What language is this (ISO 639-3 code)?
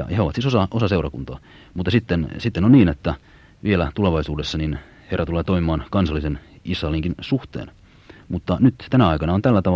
fin